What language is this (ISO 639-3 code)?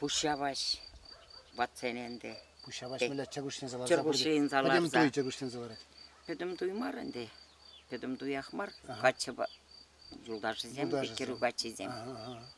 chv